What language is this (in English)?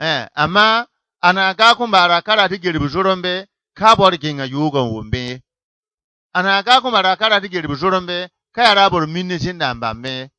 Bissa